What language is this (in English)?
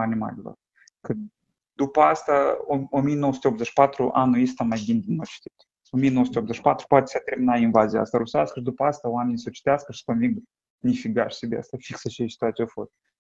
Romanian